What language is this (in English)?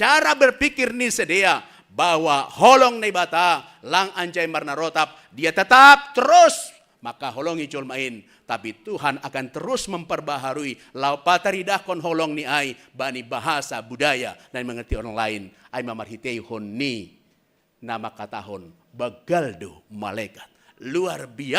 Batak Simalungun